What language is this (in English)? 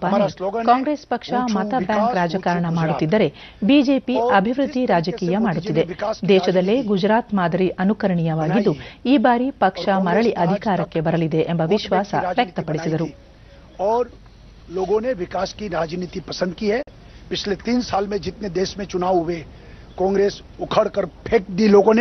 Kannada